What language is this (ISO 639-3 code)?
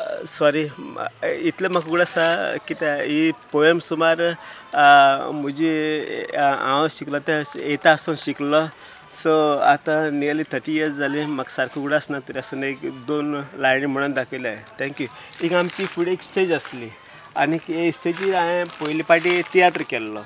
kok